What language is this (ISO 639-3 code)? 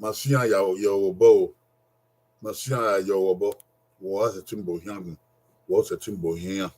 bin